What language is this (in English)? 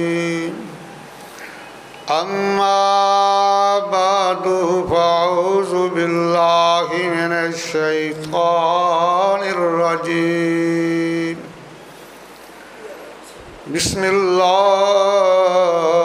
Urdu